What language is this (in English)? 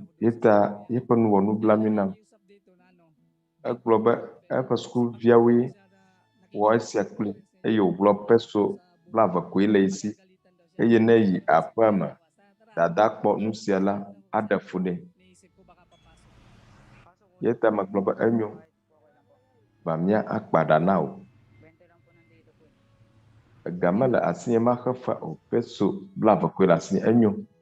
Ewe